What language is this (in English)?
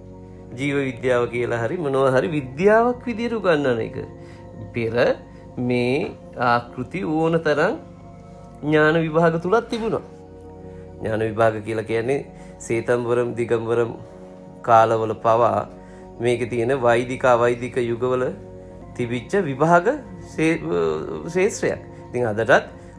Sinhala